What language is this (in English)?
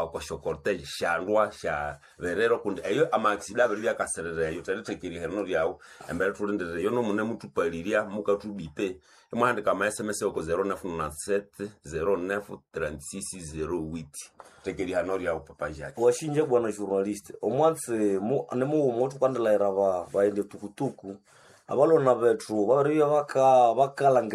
Nande